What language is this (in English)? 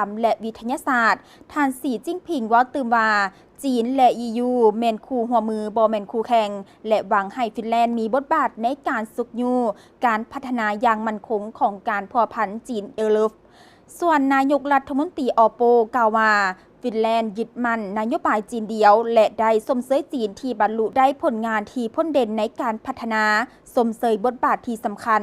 Lao